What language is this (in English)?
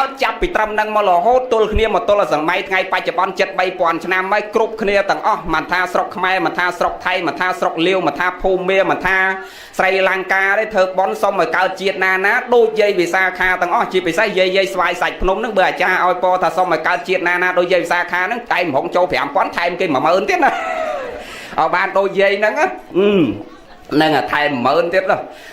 Khmer